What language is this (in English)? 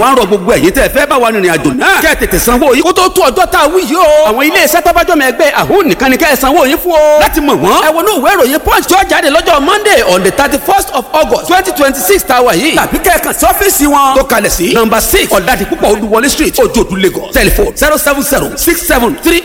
Yoruba